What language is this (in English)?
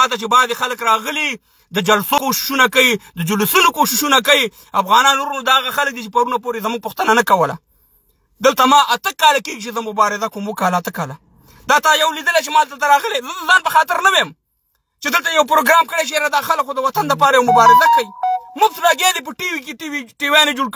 Pashto